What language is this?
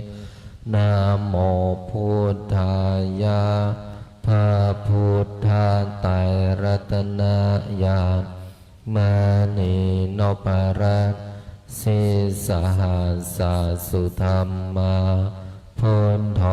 Pali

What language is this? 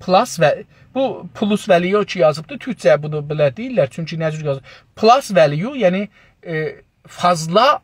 South Azerbaijani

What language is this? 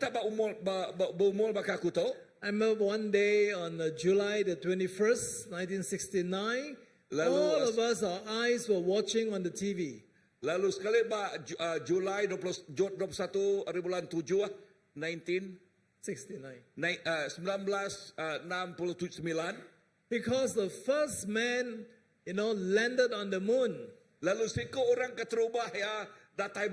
Iban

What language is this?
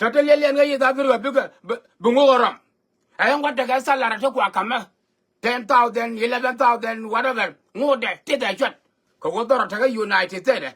Nuer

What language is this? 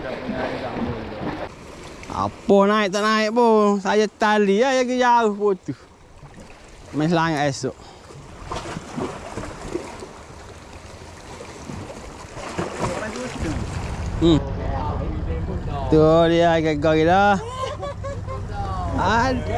Malay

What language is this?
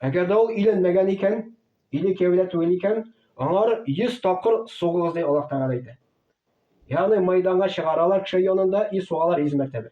Tatar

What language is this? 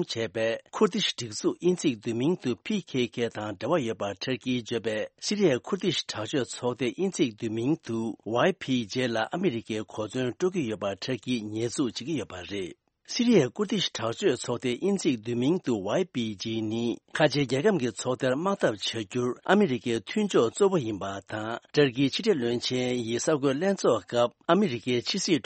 Tibetan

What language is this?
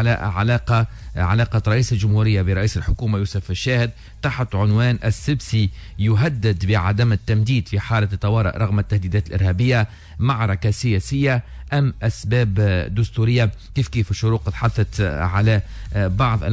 Tunisian Arabic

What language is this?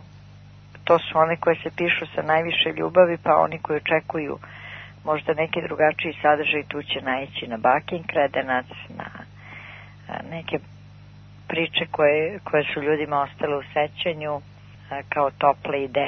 Serbian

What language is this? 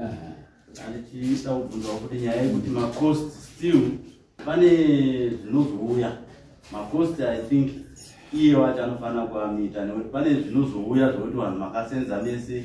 Shona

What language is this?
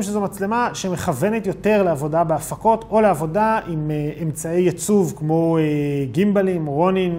Hebrew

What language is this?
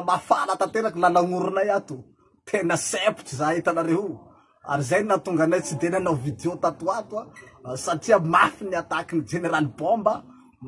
Malagasy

